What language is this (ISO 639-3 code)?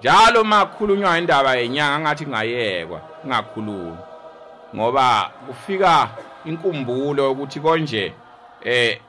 zul